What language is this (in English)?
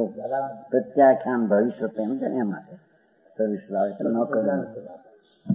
Gujarati